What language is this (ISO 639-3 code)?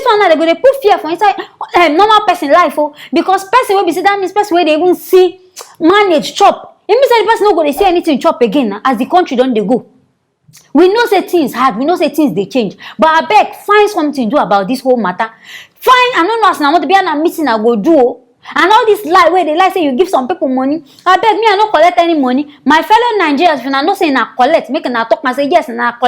pcm